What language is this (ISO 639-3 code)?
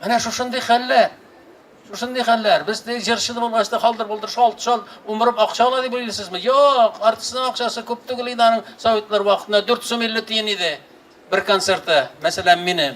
tat